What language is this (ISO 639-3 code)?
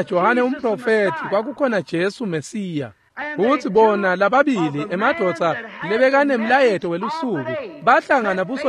ssw